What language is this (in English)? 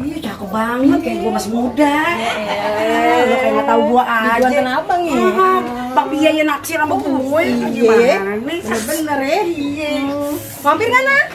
Betawi